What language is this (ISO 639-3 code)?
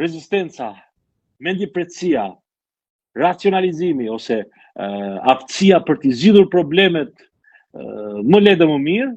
sqi